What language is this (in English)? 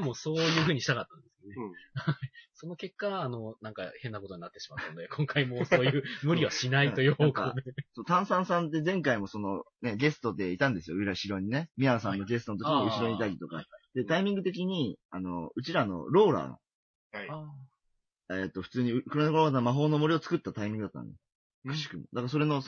Japanese